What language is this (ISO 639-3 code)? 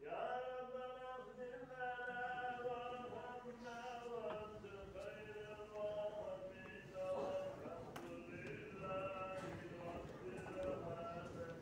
inh